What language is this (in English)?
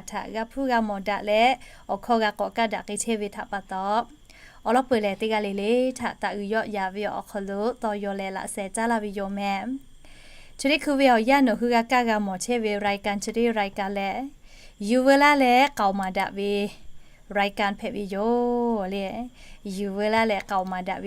Lahu